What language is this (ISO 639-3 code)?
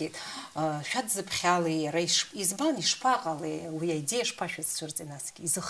abk